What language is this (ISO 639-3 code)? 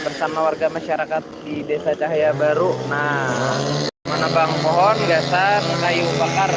bjn